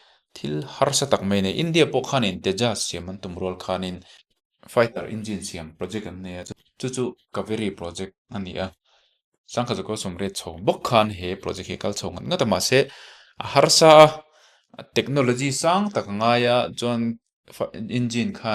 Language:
Mizo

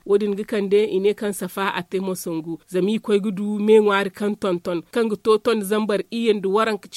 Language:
Zarma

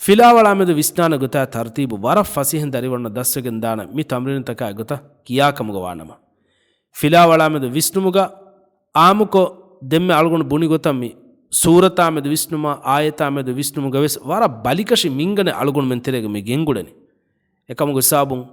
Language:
Divehi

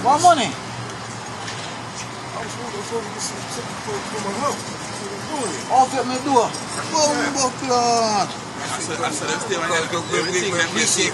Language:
Jamaican Creole English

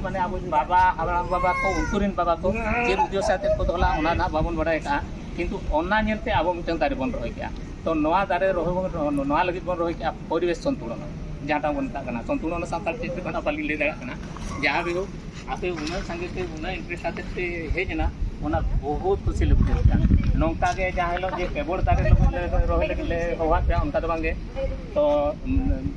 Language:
Santali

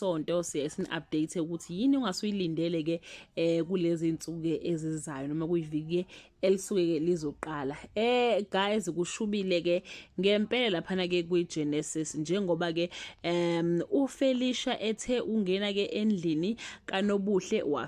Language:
Zulu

